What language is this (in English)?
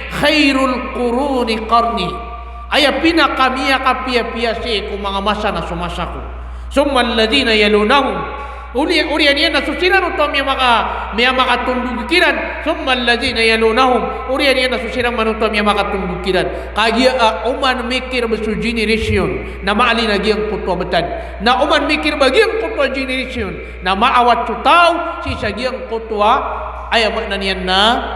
Maranao